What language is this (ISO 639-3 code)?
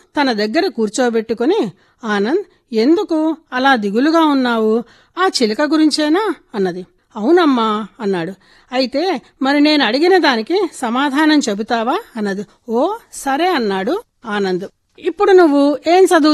tel